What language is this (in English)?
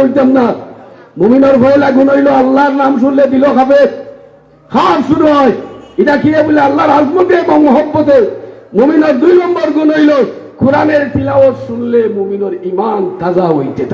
Sylheti